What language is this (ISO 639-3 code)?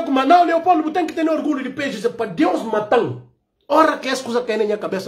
por